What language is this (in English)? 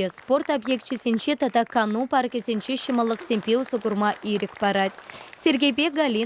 Chuvash